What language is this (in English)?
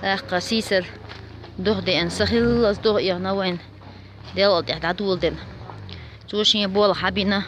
Chechen